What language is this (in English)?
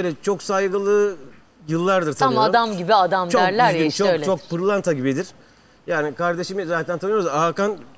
Turkish